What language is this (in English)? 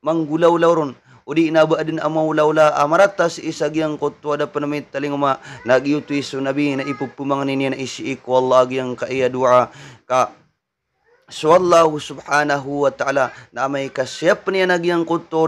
Maranao